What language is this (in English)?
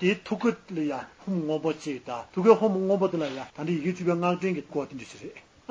Tibetan